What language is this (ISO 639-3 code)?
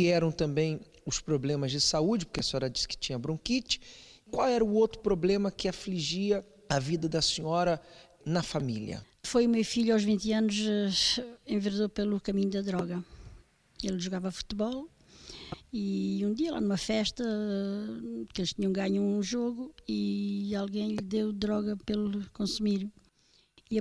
por